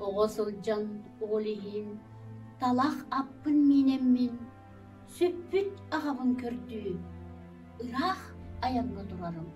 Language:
Yakut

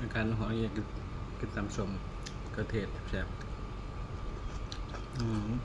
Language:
Northeastern Thai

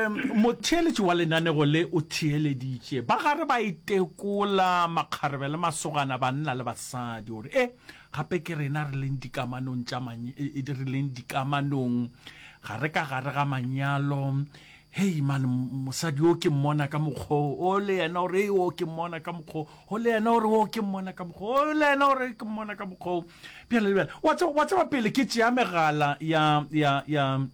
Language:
Northern Sotho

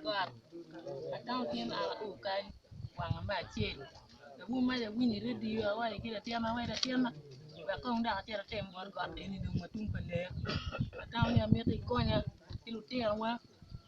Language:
Acoli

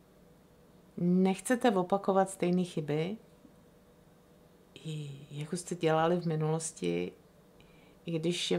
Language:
Czech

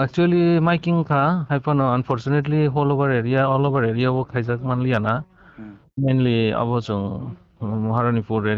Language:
Kok Borok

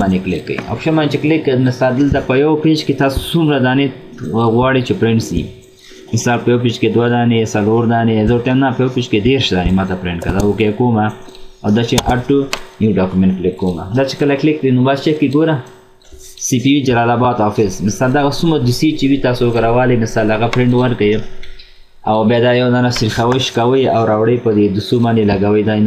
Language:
Pashto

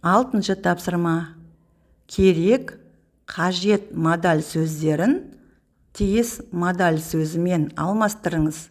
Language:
Kazakh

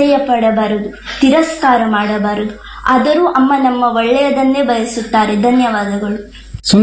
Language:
Kannada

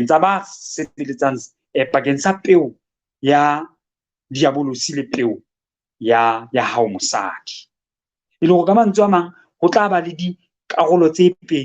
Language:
Southern Sotho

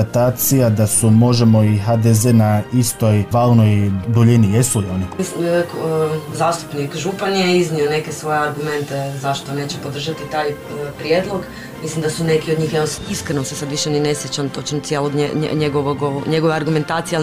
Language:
Croatian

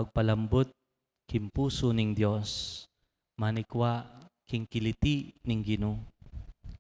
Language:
Pampanga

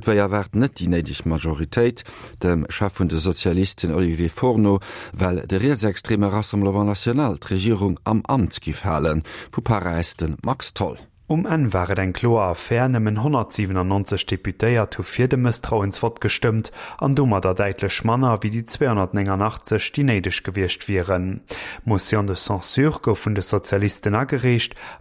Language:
Luxembourgish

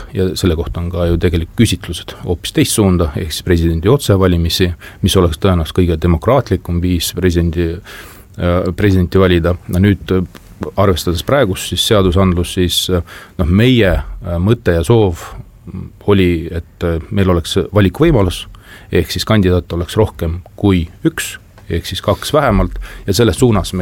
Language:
Estonian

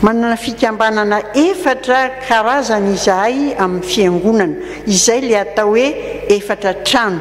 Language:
Malagasy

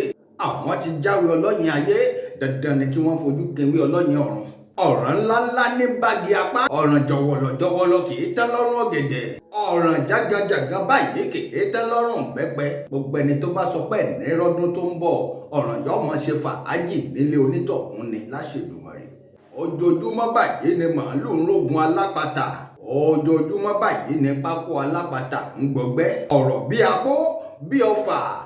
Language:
Yoruba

